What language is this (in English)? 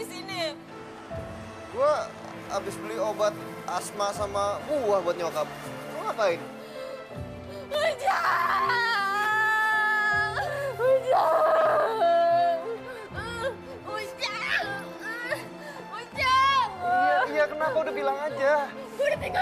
Indonesian